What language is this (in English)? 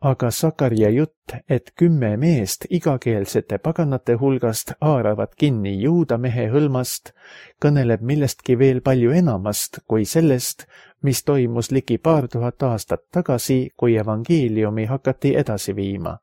Estonian